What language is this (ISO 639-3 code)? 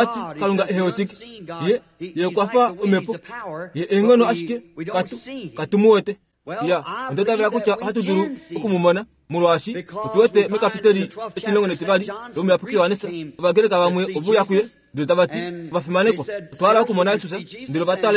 kua